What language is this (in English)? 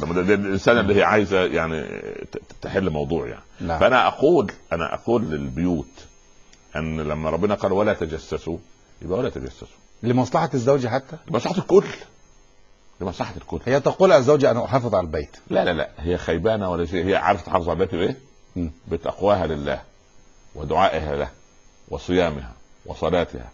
Egyptian Arabic